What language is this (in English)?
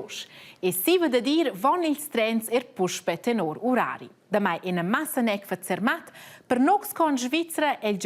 Romansh